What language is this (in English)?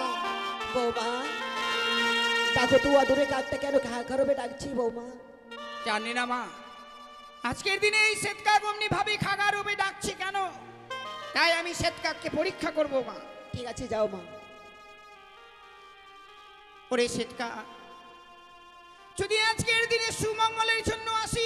Bangla